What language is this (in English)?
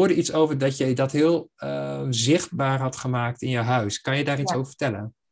Dutch